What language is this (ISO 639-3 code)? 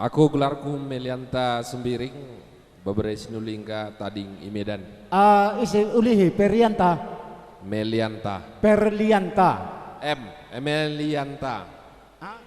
btx